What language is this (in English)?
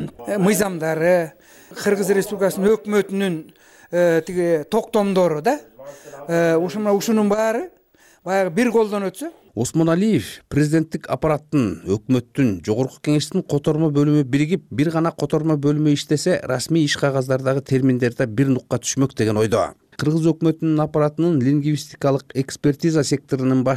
Kyrgyz